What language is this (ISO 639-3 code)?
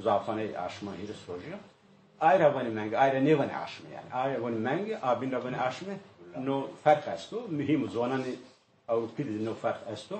zza